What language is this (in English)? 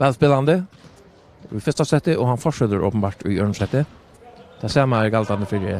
Faroese